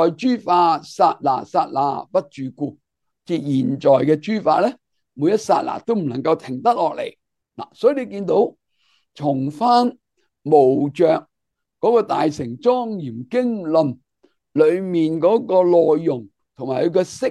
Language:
Cantonese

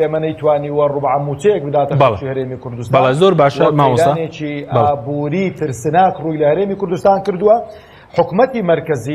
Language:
Central Kurdish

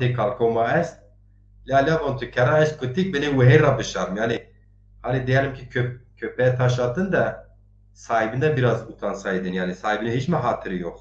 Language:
Zaza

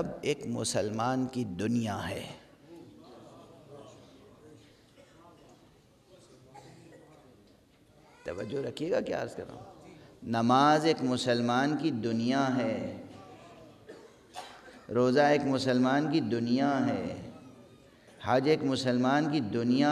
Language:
Urdu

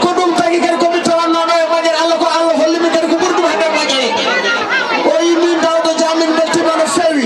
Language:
Fula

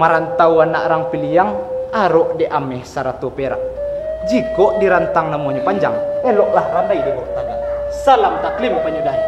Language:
Minangkabau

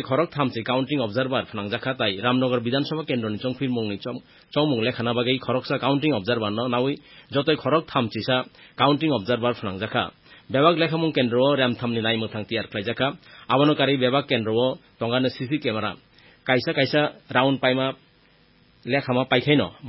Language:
Kok Borok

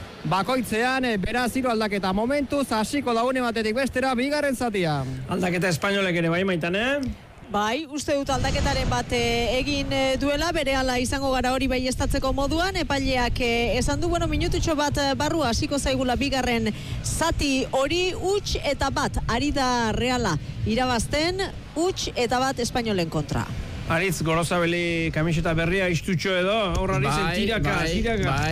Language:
Basque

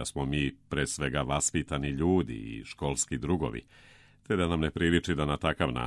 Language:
Serbian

